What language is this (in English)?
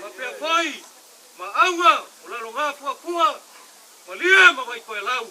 Samoan